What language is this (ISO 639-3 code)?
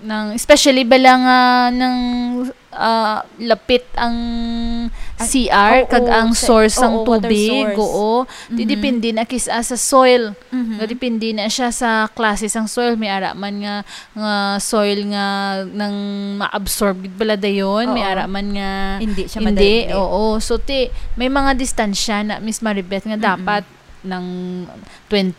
hil